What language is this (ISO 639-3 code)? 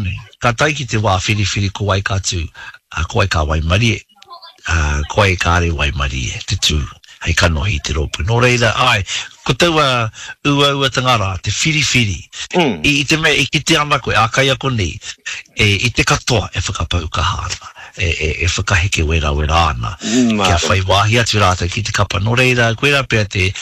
mri